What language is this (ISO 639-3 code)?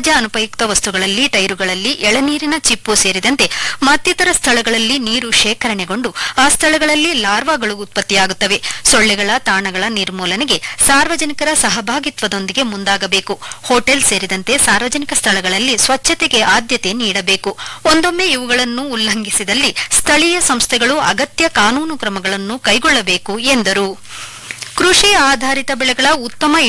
kan